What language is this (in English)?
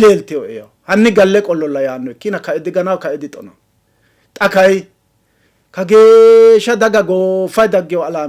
Sidamo